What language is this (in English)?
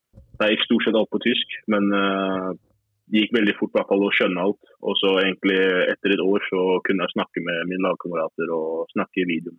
Norwegian